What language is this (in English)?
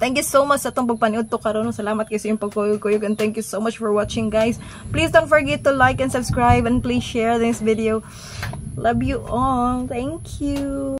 Cebuano